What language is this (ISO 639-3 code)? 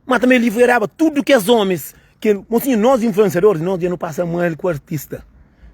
kea